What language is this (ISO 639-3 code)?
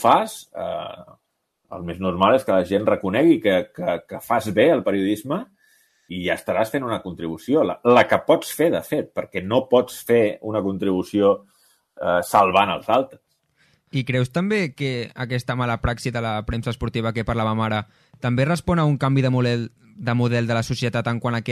cat